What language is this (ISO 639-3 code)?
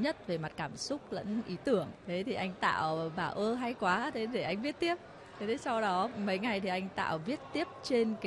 vie